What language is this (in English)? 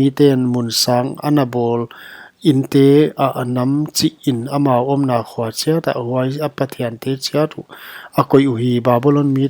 Paite Chin